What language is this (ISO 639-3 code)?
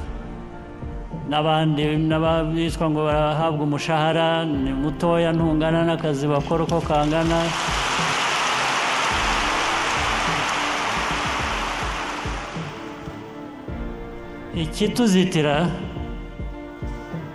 kin